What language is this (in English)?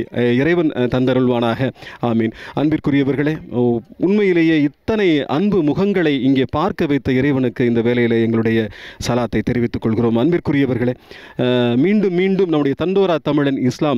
Tamil